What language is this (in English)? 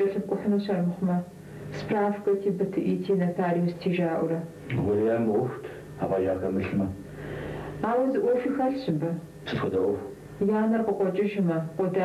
Kabardian